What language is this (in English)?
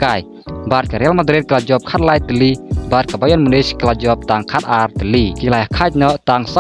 Khasi